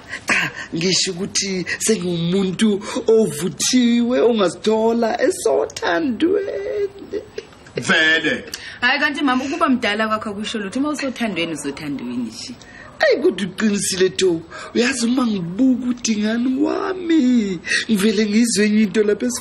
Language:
Zulu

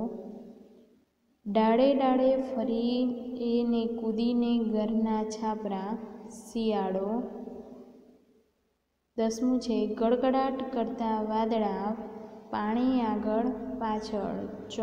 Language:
Gujarati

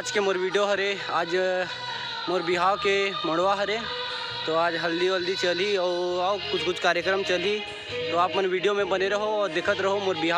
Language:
Chhattisgarhi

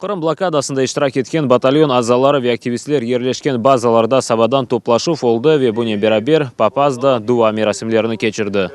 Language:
Crimean Tatar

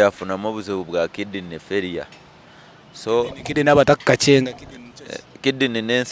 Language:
Nyankole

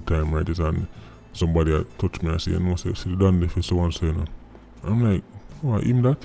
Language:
Jamaican Creole English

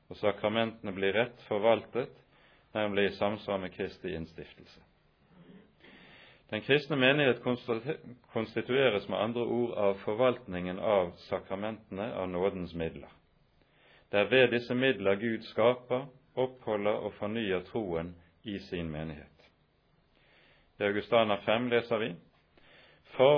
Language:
Norwegian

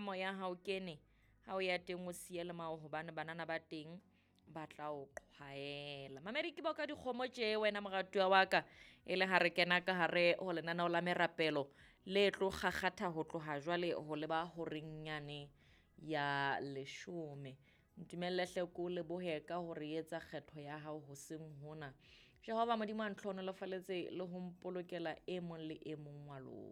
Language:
Southern Sotho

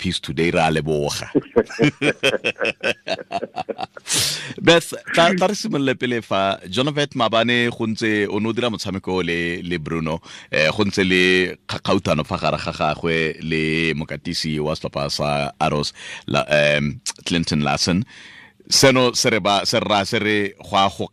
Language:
Tswana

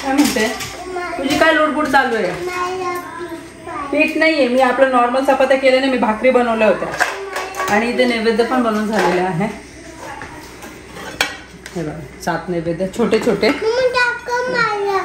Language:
Marathi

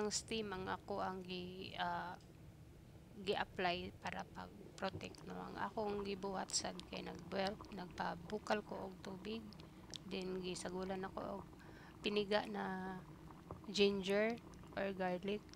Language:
Cebuano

